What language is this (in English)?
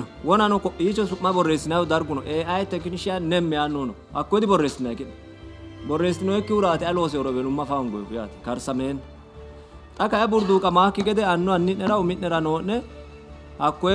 Sidamo